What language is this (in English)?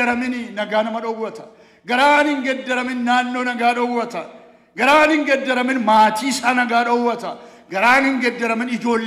Oromo